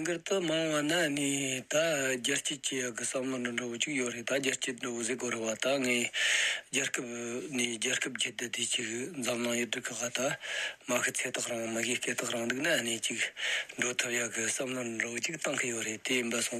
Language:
Tibetan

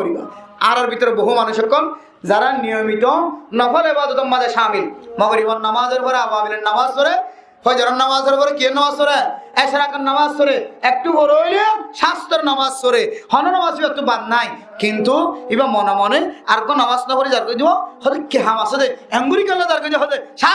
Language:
Rohingya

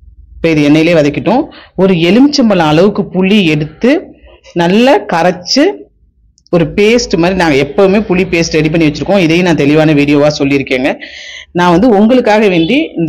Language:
Tamil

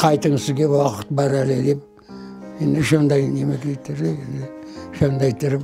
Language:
Crimean Tatar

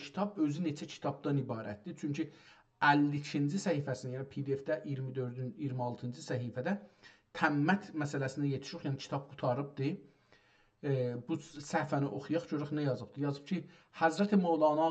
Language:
South Azerbaijani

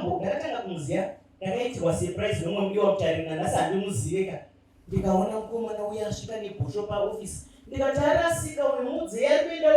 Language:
Shona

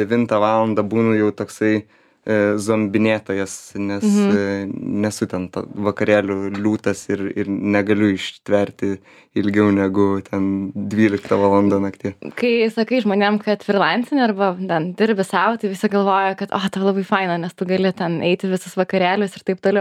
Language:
Lithuanian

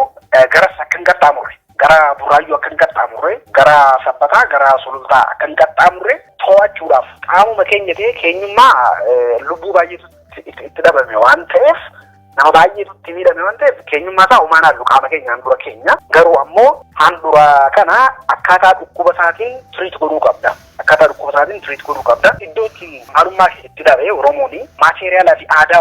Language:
Oromo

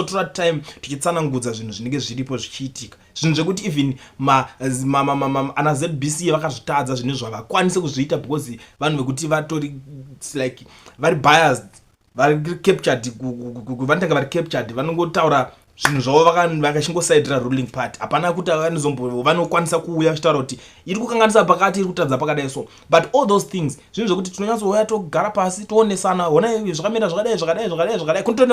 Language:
Shona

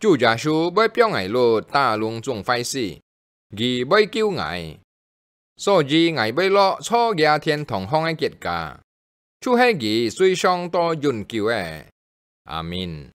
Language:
Hakka Chinese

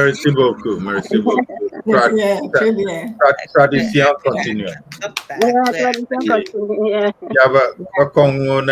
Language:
Ewe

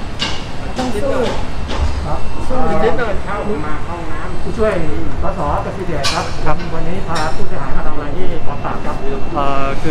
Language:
Thai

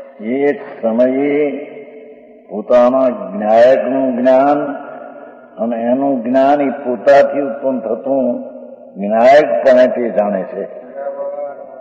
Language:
Gujarati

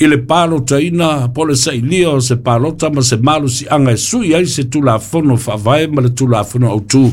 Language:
Samoan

